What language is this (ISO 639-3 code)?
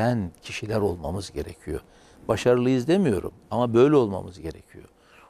tur